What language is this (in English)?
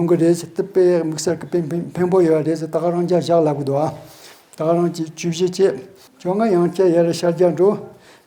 Tibetan